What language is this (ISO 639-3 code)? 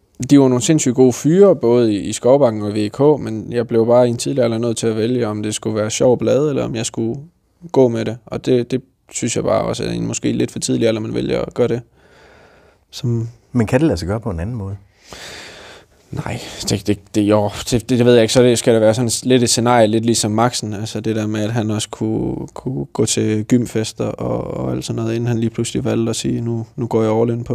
dan